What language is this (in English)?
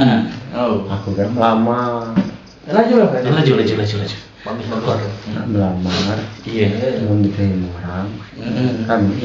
Musi